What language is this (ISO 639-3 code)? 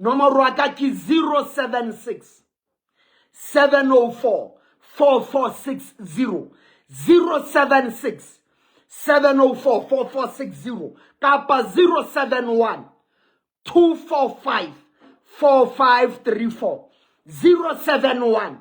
sot